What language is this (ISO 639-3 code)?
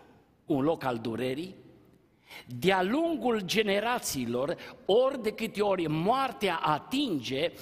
ron